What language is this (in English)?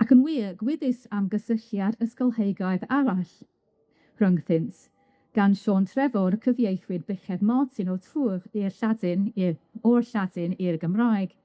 Welsh